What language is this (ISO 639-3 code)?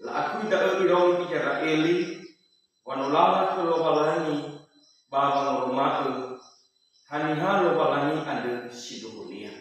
nia